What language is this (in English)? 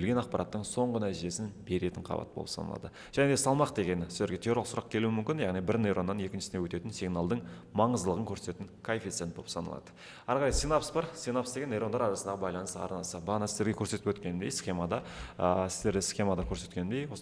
Kazakh